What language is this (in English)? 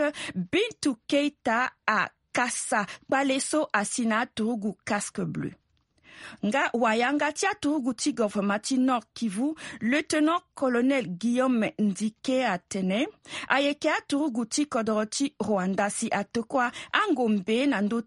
Sango